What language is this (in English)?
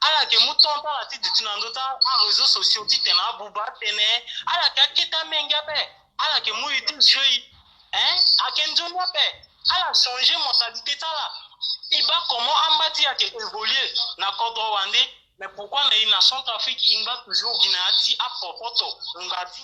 Sango